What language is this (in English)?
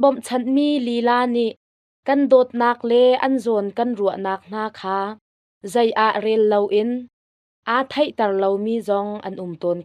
Hakha Chin